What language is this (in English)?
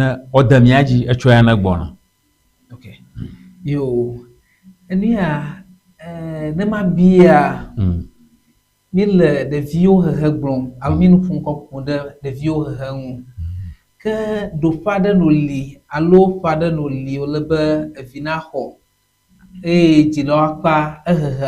Ewe